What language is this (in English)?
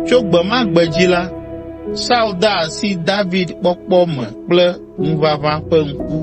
Ewe